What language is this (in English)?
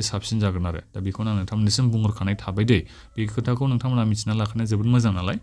Bodo